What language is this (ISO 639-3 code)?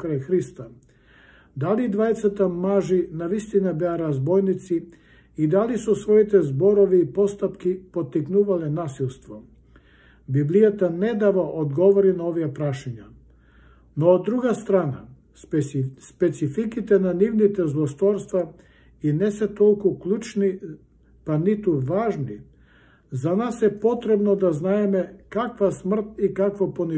mkd